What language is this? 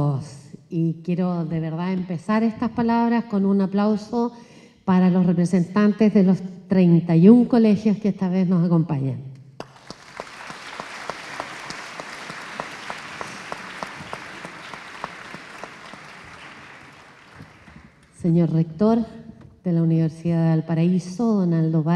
Spanish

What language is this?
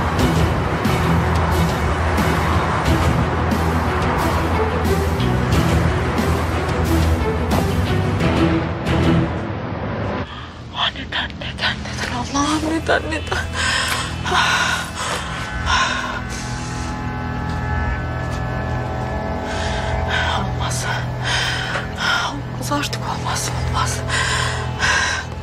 Turkish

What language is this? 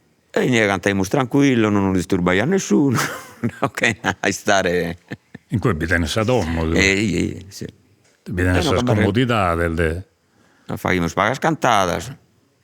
Sardinian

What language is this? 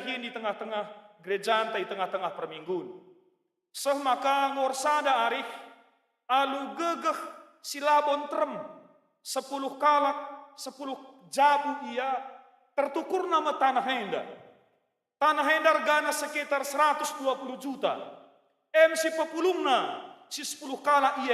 Batak Karo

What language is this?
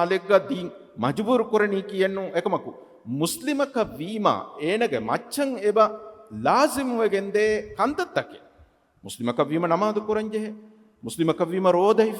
Divehi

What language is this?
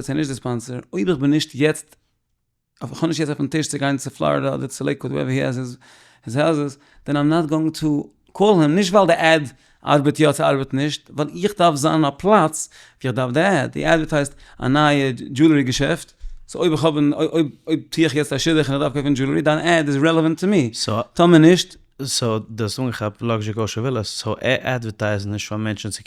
Yiddish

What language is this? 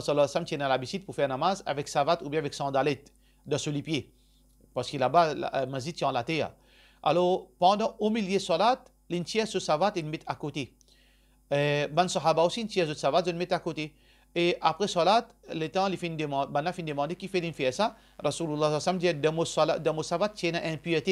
Morisyen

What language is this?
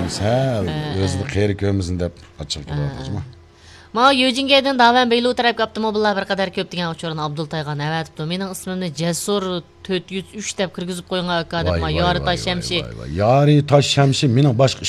Uyghur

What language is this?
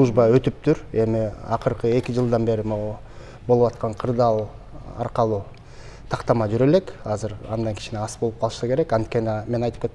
Kyrgyz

